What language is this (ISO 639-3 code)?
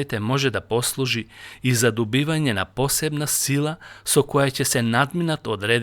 mkd